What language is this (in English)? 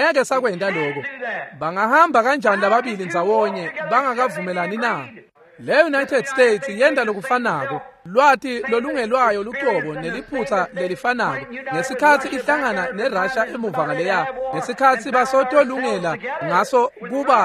Swati